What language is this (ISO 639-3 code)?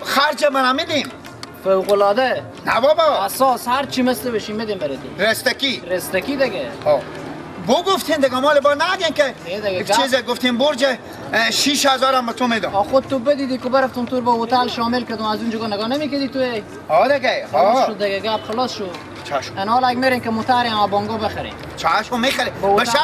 fas